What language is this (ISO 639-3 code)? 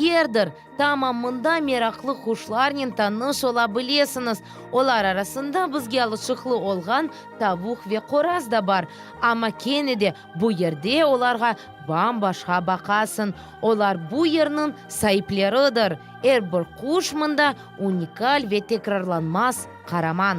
crh